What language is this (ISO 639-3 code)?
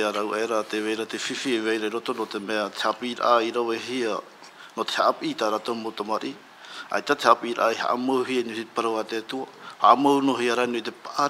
tah